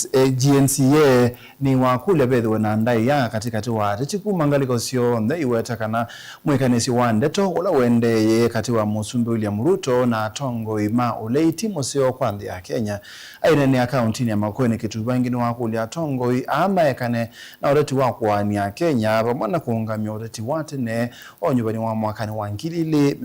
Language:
Kamba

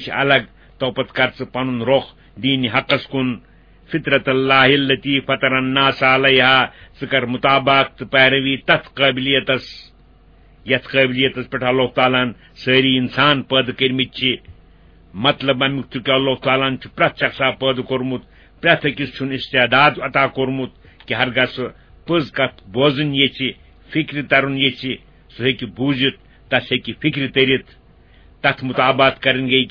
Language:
Kashmiri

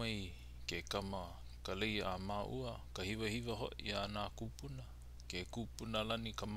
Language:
Hawaiian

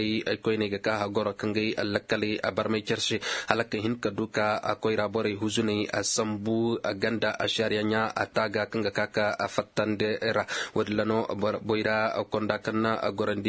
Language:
Koyraboro Senni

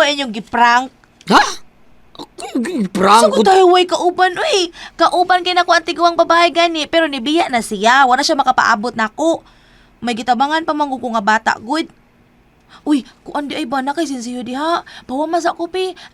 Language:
Cebuano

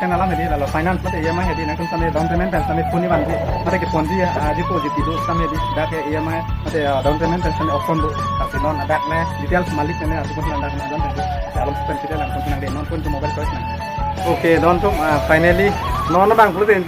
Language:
Karbi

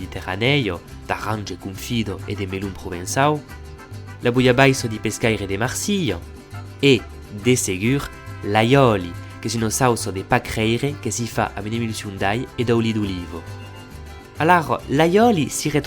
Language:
Occitan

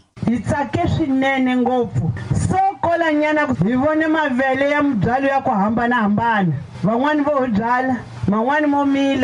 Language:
Tsonga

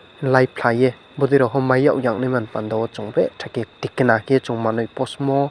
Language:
Riang (India)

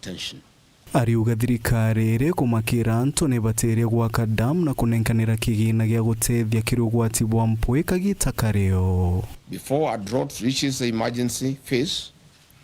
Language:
Meru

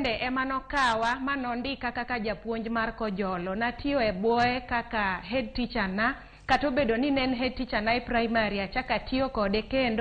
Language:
Luo (Kenya and Tanzania)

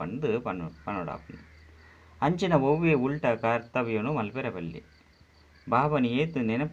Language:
Tulu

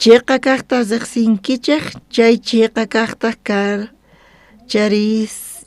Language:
South Bolivian Quechua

